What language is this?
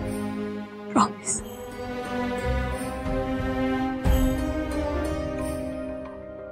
Marathi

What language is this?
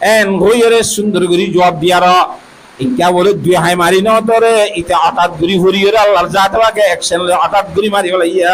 Rohingya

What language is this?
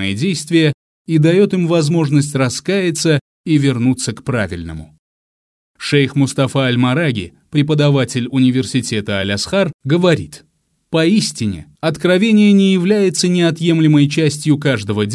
Russian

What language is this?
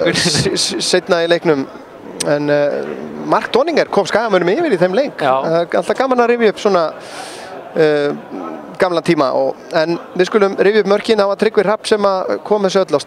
Icelandic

